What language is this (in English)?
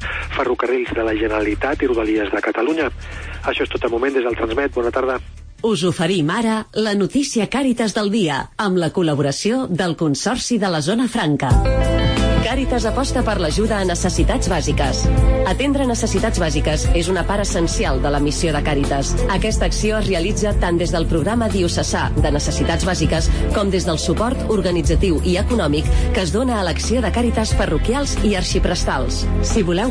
Catalan